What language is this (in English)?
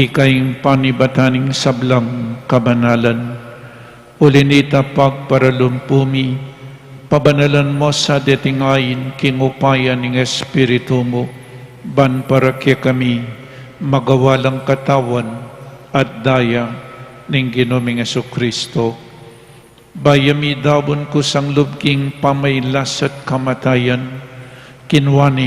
Pampanga